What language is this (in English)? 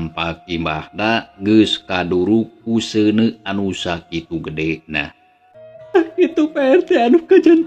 Sundanese